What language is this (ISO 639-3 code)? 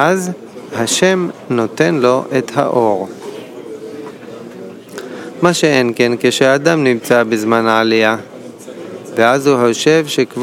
heb